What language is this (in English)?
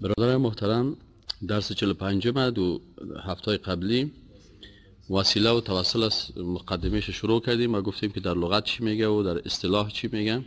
Persian